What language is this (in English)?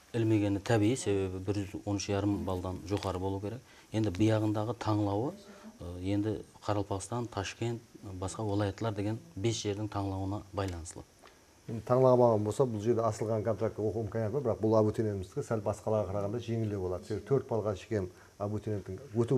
Kara-Kalpak